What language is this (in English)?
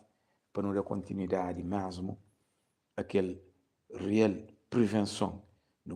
Kabuverdianu